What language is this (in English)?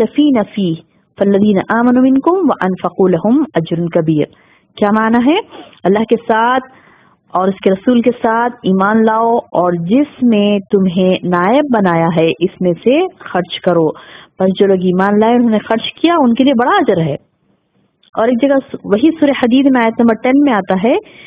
Urdu